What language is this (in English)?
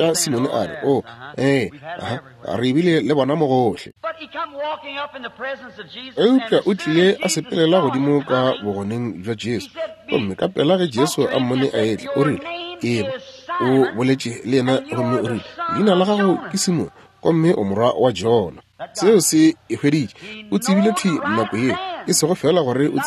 Northern Sotho